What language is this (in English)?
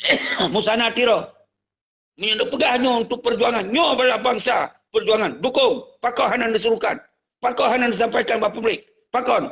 Achinese